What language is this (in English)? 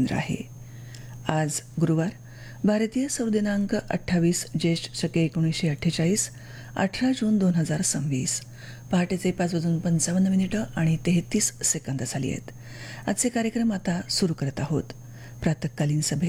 Marathi